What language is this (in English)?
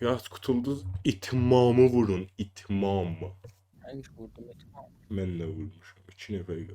South Azerbaijani